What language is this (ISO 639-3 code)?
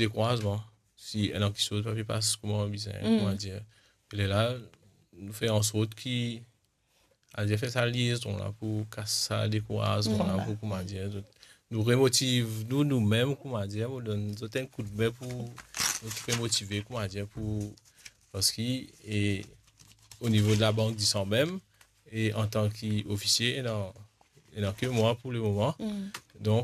mfe